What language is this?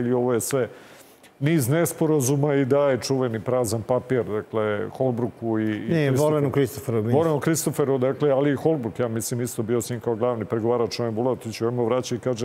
Serbian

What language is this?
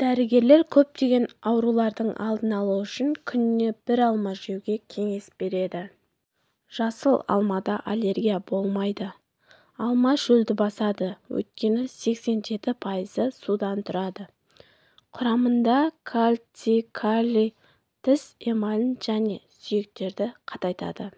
Kazakh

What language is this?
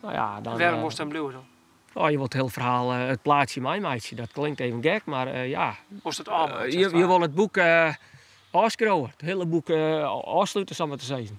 Western Frisian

